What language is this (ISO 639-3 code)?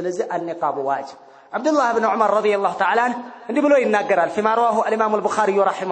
amh